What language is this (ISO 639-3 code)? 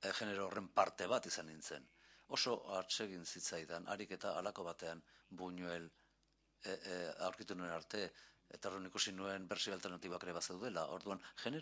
eus